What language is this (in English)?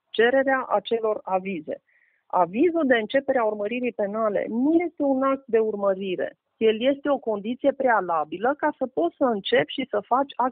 Romanian